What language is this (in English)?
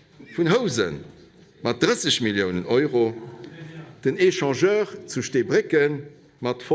Luxembourgish